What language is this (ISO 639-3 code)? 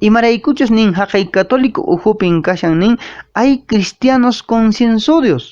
que